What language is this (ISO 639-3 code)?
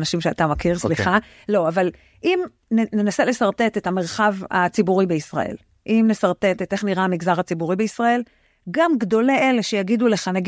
heb